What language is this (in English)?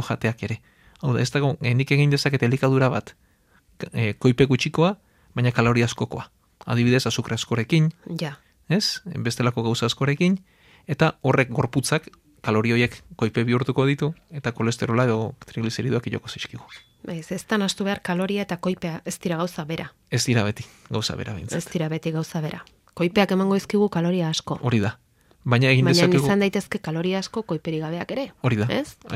Basque